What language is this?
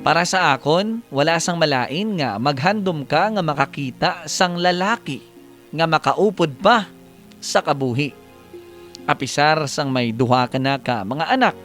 Hiligaynon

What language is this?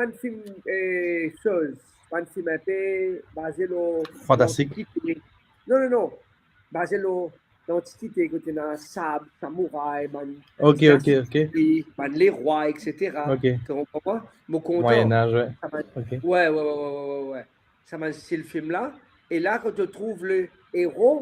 Morisyen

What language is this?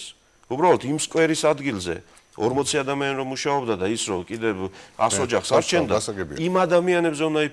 Georgian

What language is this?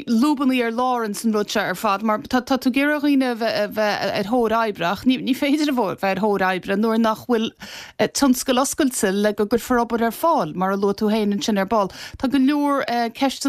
Irish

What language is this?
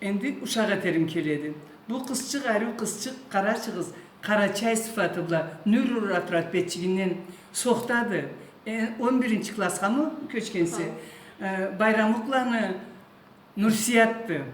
Karachay-Balkar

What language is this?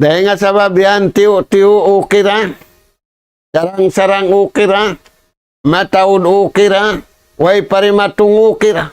Tausug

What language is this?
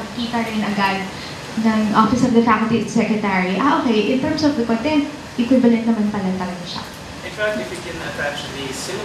Filipino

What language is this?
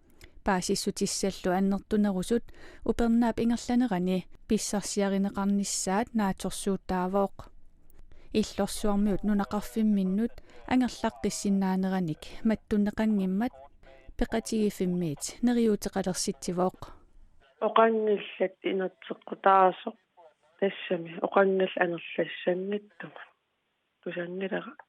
Kalaallisut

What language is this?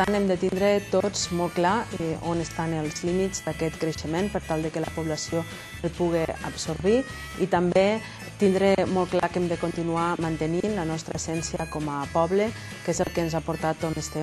Catalan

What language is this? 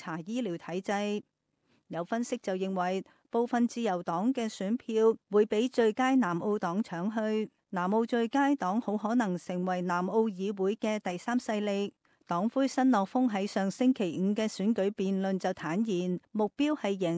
Cantonese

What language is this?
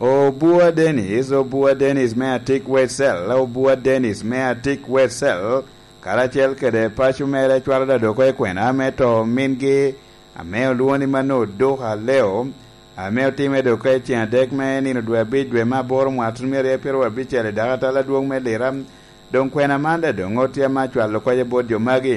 Lango (Uganda)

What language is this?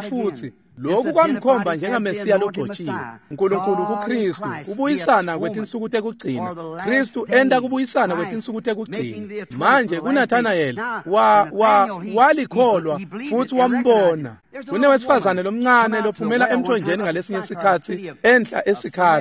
Swati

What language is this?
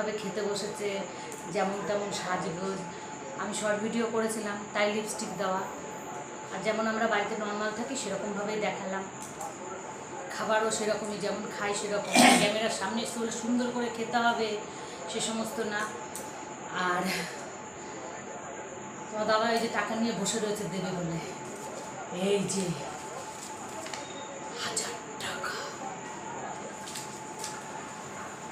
Bangla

